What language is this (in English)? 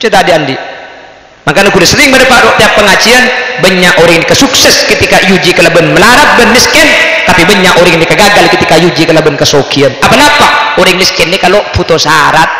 Madurese